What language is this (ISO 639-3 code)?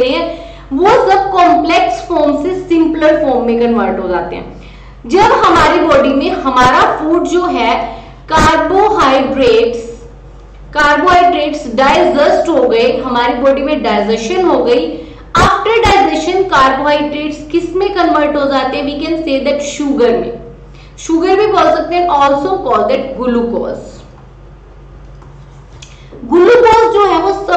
hin